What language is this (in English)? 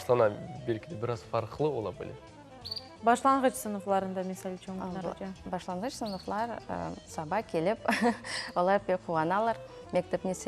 Crimean Tatar